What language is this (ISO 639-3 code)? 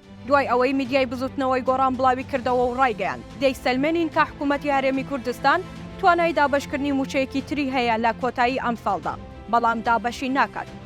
ckb